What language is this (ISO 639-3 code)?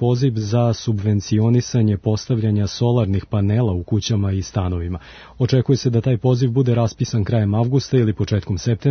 srp